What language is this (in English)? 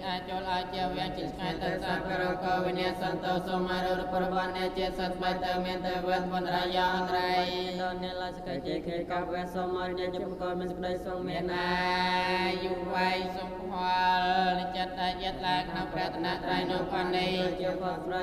Khmer